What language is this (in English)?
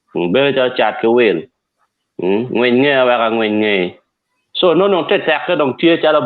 Acoli